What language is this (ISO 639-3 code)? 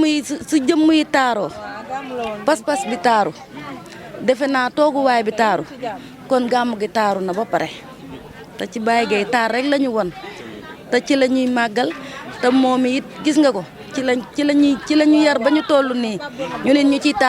wol